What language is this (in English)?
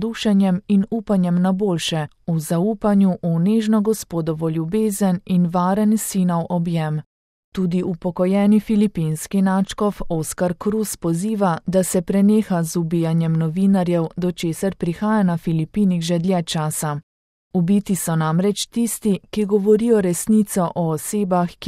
Slovenian